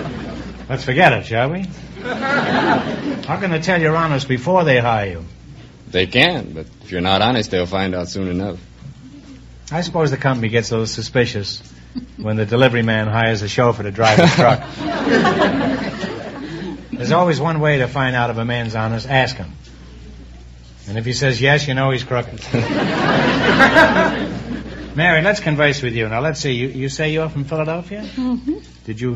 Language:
English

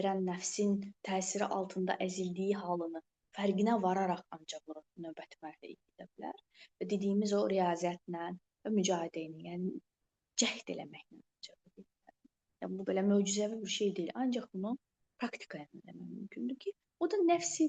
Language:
Azerbaijani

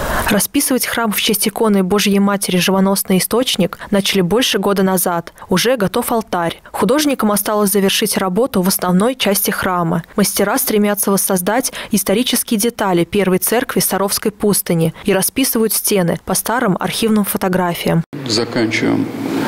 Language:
Russian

